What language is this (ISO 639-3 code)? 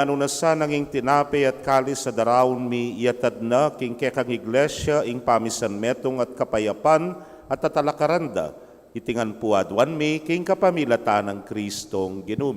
pam